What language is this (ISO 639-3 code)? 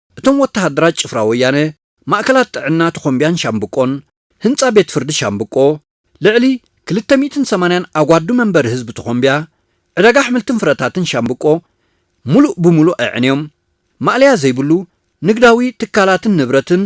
tir